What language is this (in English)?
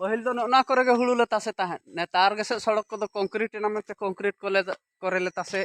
Santali